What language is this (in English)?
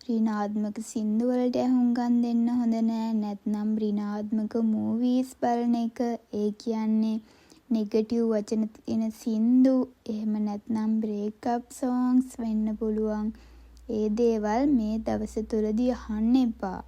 Sinhala